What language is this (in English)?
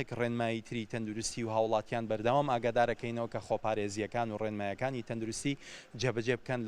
Central Kurdish